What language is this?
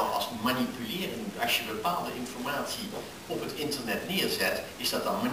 Dutch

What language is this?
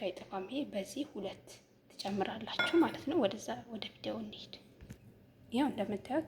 Amharic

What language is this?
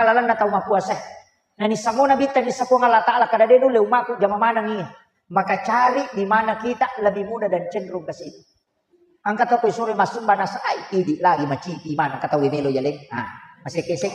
Buginese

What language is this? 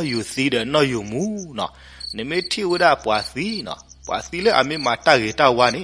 S'gaw Karen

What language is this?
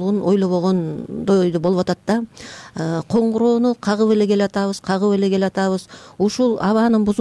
Kyrgyz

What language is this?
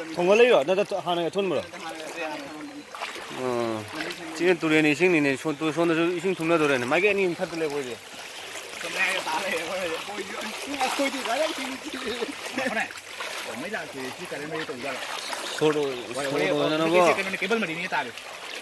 Manipuri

